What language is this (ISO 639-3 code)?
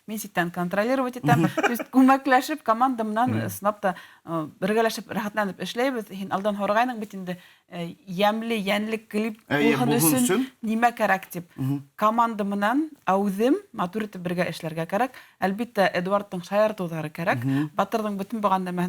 bak